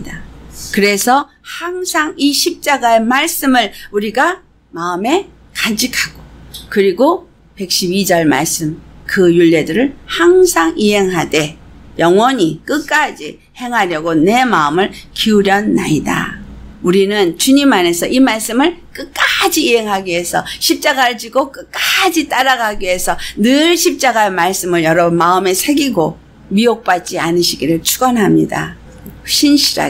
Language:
Korean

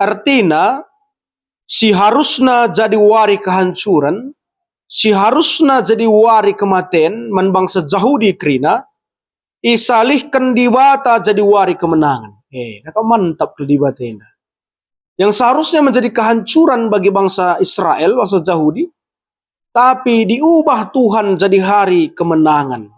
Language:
Batak Karo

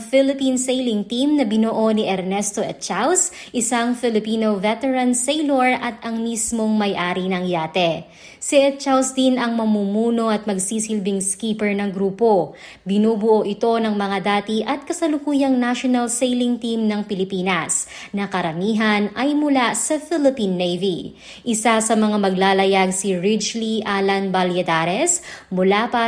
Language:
Filipino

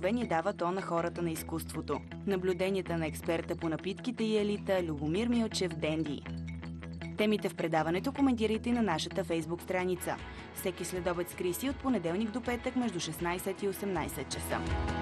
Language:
Bulgarian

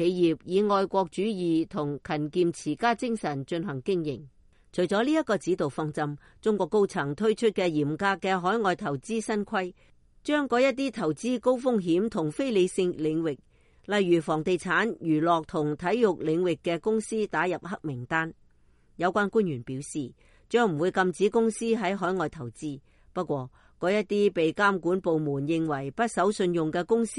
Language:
Cantonese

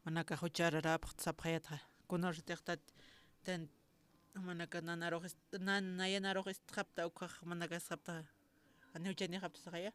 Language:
Aymara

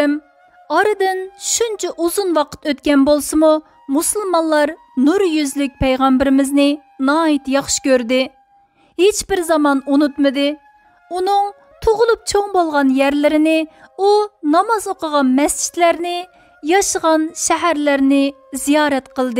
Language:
Uyghur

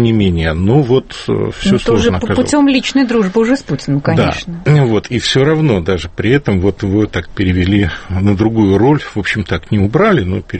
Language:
Russian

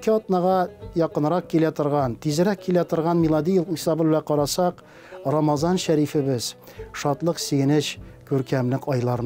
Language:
Tatar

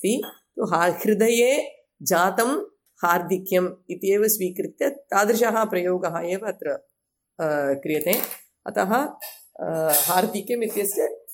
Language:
Sanskrit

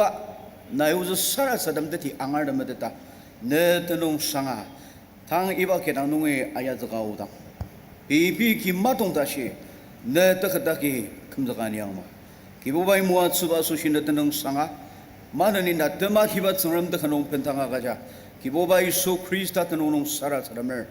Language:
Ao Naga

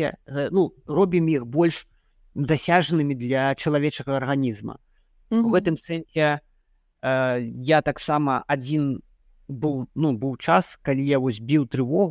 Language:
Belarusian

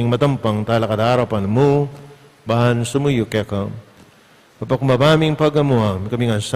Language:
Pampanga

